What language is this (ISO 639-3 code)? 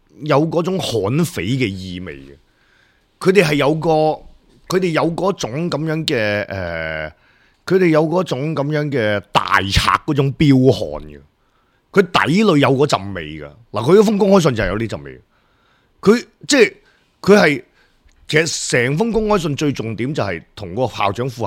yue